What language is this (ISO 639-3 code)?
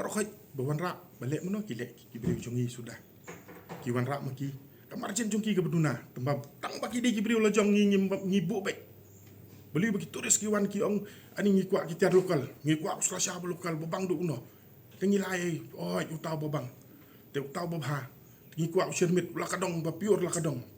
kha